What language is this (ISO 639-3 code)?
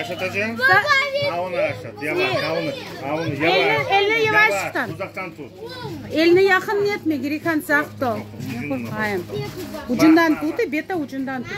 crh